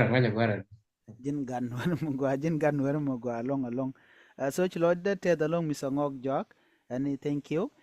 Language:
Nuer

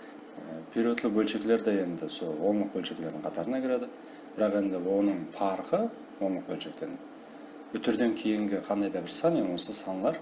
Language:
Kara-Kalpak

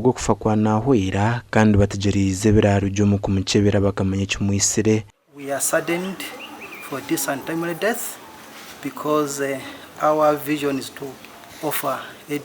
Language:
Nyankole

